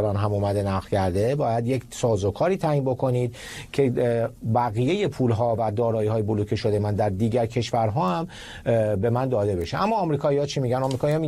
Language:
Persian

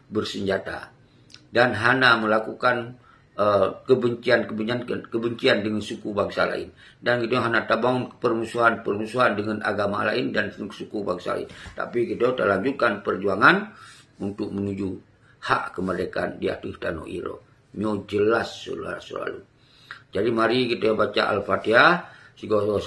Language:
Achinese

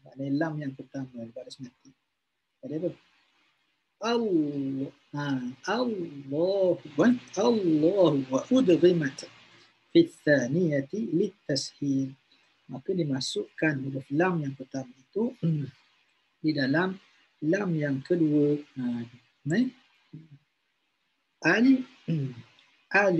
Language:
Malay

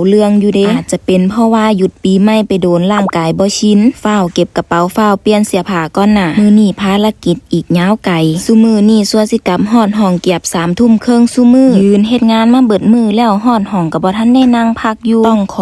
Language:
Northeastern Thai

